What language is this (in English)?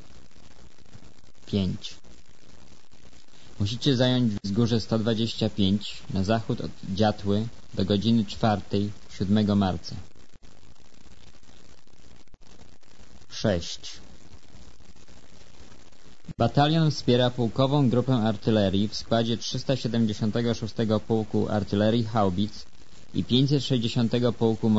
Polish